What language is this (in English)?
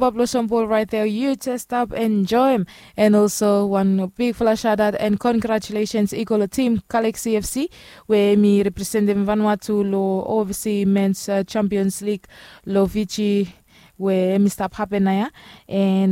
Bislama